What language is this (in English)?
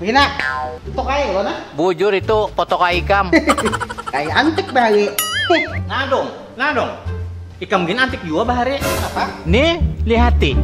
Banjar